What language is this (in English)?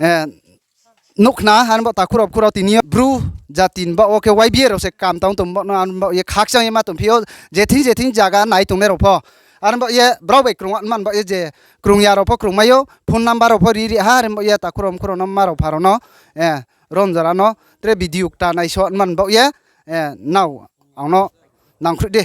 Riang (India)